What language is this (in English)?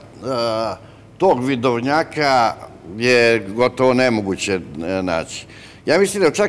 Serbian